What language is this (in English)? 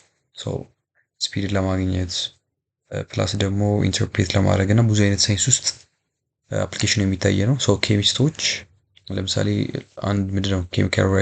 Amharic